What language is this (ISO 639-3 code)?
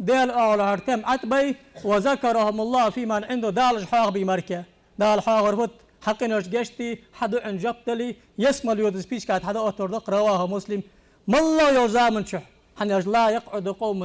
inh